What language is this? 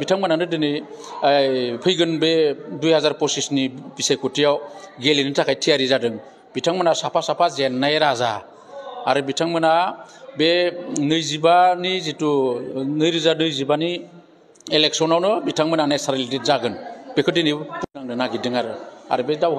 Bodo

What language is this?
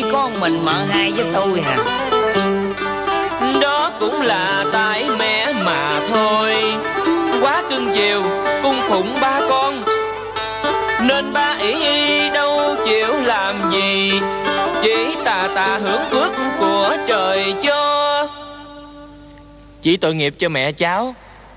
Vietnamese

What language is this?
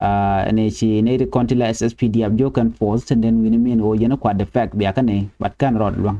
Nuer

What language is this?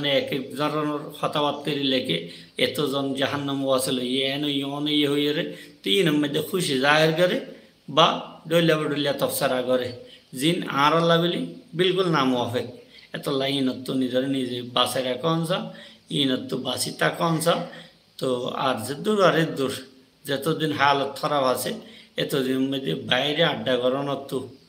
Rohingya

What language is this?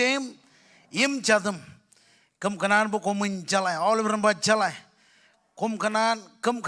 Marshallese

